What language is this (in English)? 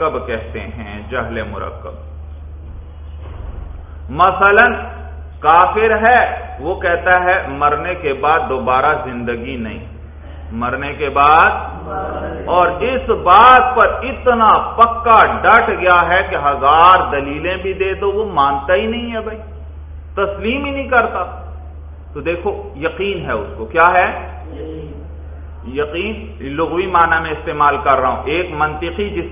Urdu